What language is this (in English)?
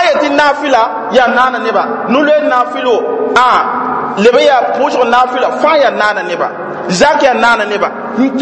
Mossi